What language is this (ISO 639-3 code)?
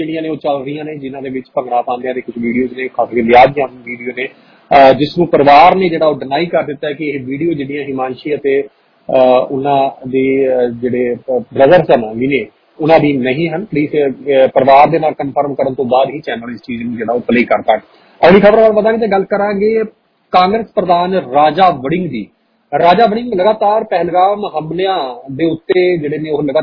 pan